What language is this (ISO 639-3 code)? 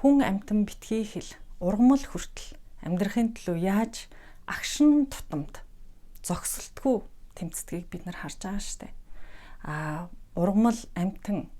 mon